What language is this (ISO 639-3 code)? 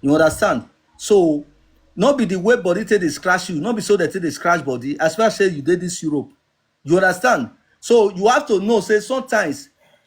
pcm